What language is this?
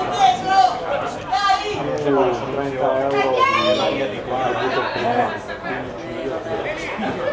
Italian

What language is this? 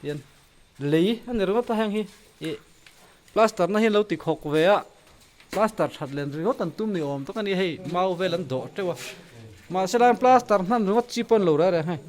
Mizo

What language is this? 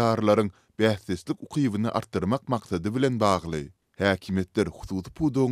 Turkmen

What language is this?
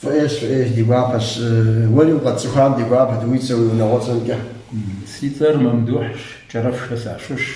Kabardian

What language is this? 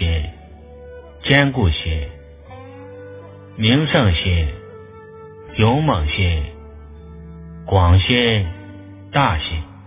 Chinese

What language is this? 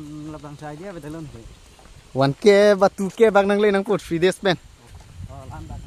Karbi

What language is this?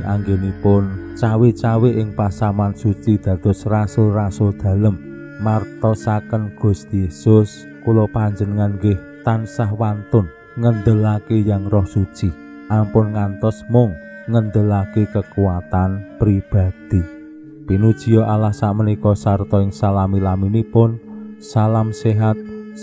Javanese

